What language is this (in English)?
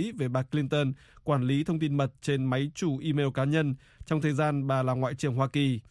Vietnamese